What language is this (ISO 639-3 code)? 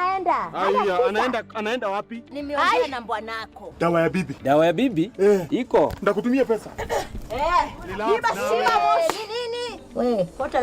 mer